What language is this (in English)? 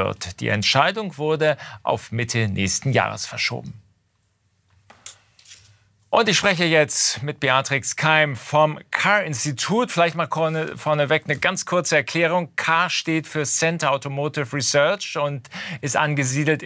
German